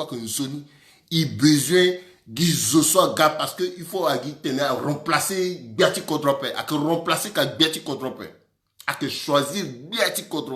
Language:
Sango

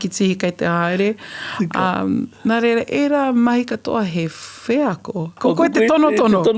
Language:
Māori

